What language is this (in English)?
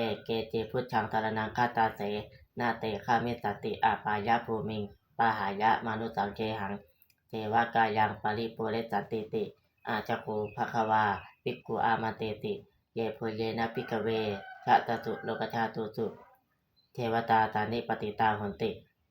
Pali